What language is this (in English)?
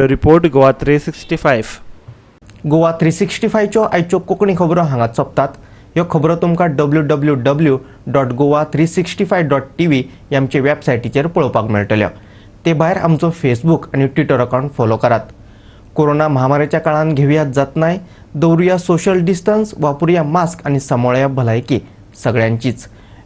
Konkani